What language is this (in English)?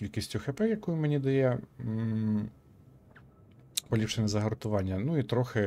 Ukrainian